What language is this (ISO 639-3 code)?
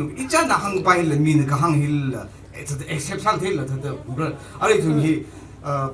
nmf